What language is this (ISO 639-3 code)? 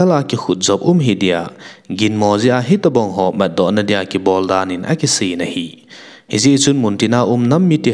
tcz